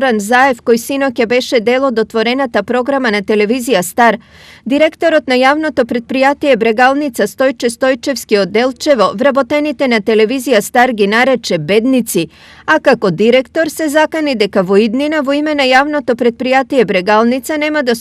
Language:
Macedonian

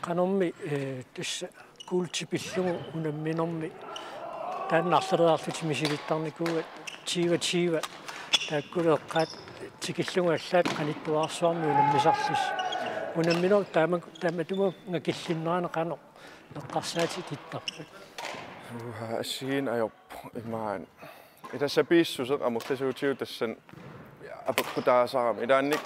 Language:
Kalaallisut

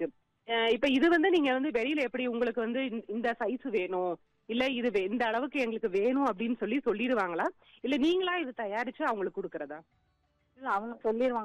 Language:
Tamil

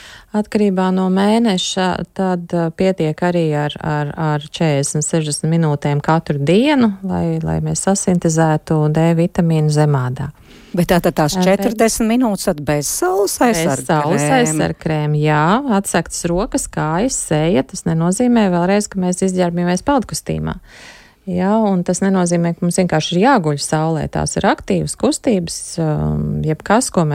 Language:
Latvian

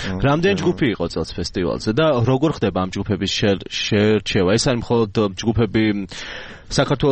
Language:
Georgian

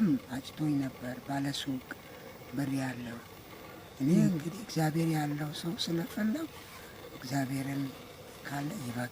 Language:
Amharic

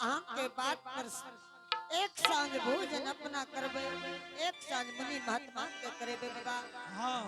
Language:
Angika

